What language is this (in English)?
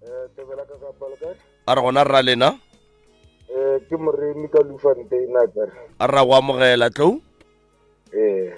Northern Sotho